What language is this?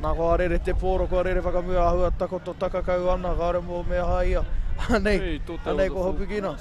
Māori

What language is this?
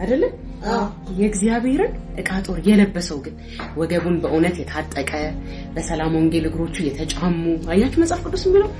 Amharic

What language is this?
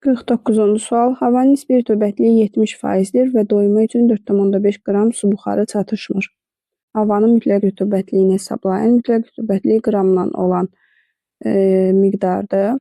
Azerbaijani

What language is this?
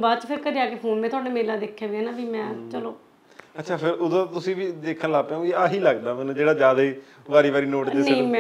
Punjabi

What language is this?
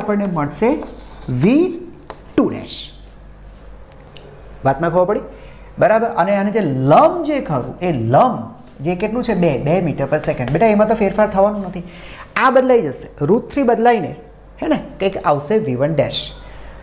Gujarati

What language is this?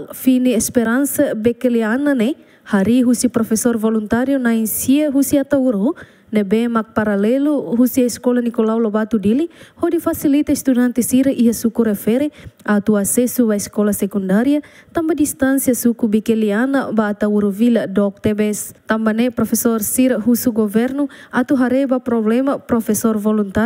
Tetum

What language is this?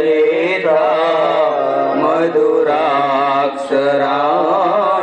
Gujarati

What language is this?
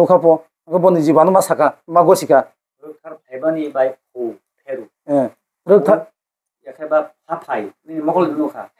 Kok Borok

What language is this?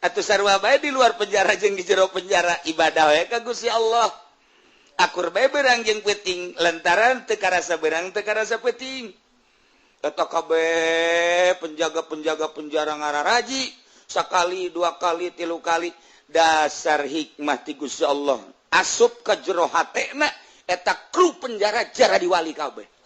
Sundanese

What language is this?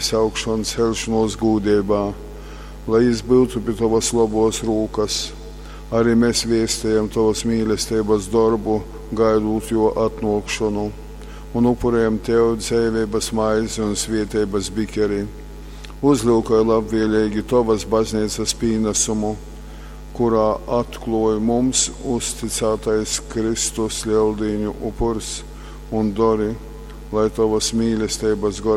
Latgalian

